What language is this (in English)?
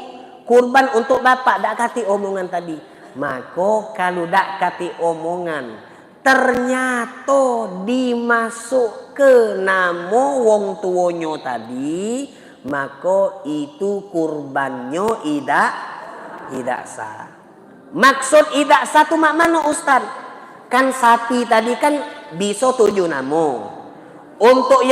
Musi